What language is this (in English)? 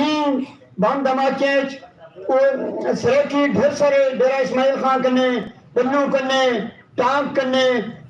Saraiki